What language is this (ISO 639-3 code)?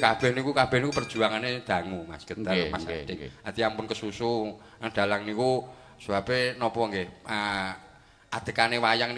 jav